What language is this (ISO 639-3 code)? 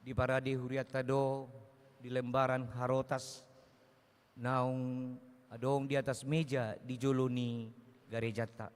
bbc